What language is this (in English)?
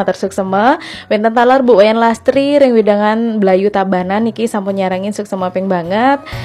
Balinese